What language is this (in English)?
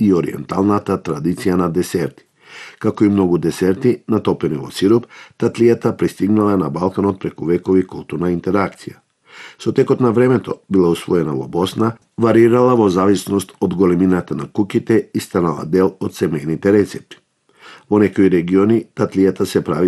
Macedonian